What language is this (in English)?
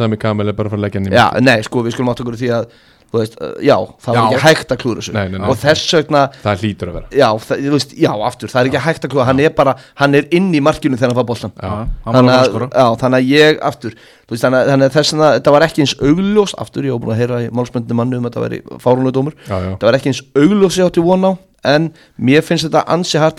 Icelandic